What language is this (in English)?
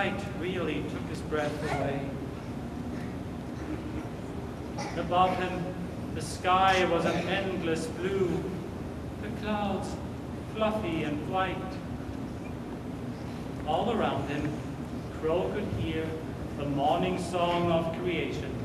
English